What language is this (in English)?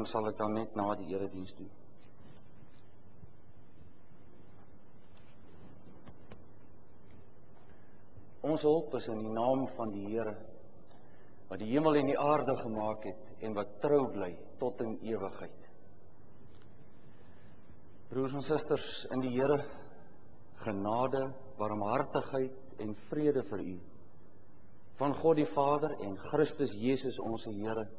Afrikaans